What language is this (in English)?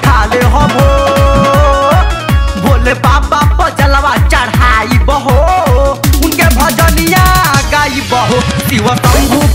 Bhojpuri